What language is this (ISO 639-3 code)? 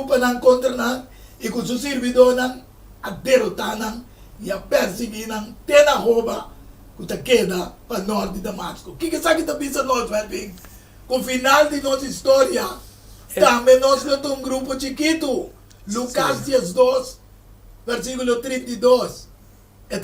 pap